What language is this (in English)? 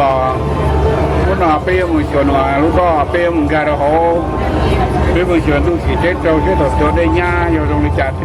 Hmong